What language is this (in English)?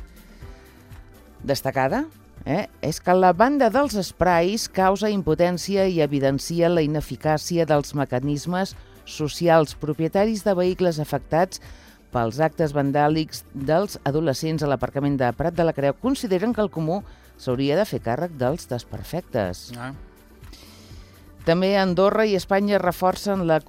Catalan